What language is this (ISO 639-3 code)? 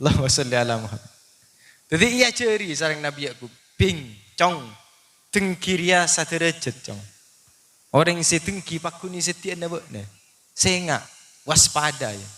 mad